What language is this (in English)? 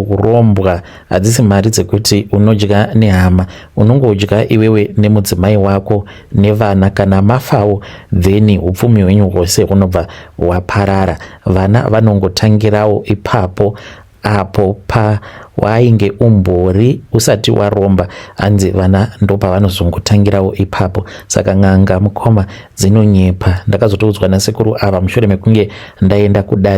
Shona